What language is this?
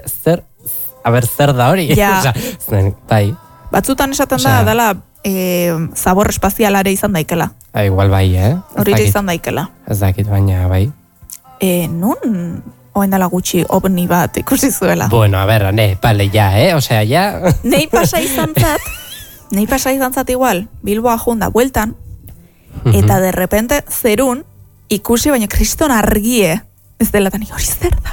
Basque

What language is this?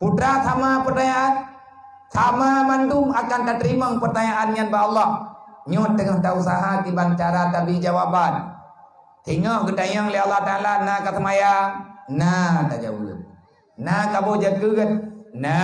Achinese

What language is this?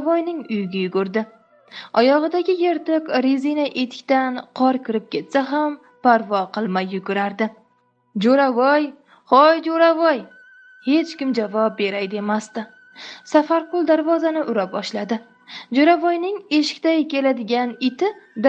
Uzbek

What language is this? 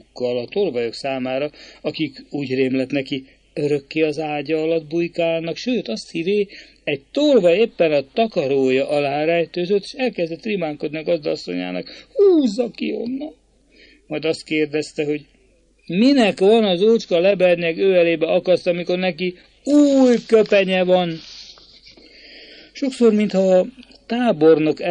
Hungarian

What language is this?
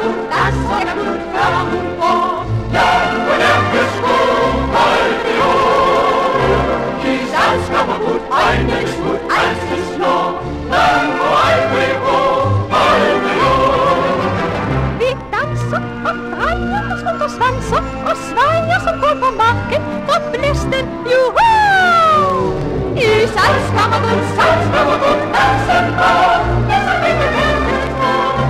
Danish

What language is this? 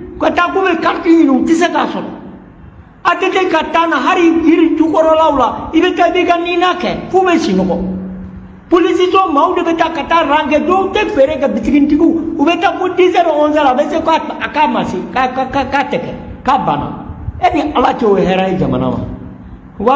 Bambara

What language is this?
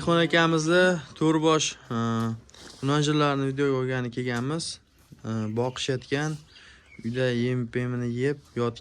Uzbek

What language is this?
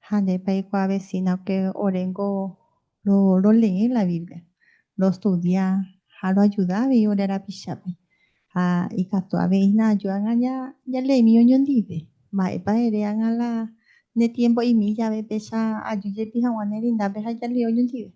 Guarani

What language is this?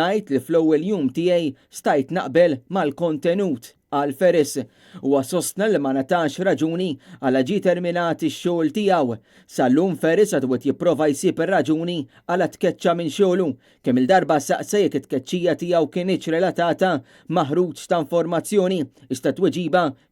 Maltese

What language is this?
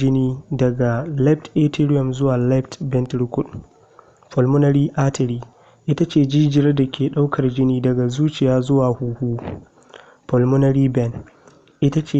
Hausa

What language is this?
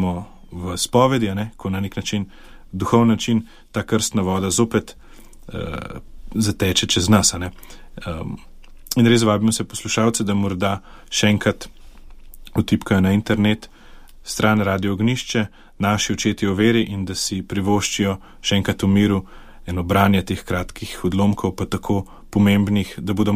Slovenian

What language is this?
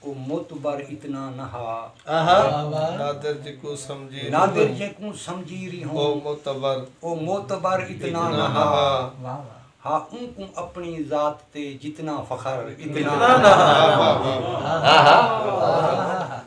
Saraiki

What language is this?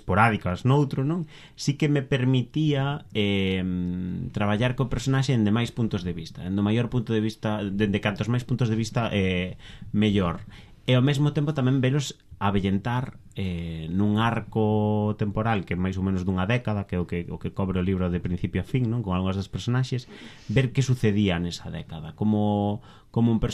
Galician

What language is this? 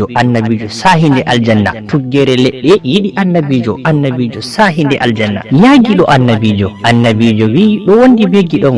Fula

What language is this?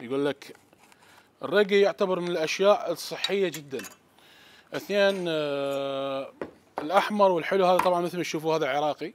Mesopotamian Arabic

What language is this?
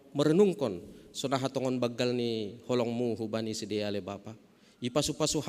Batak Simalungun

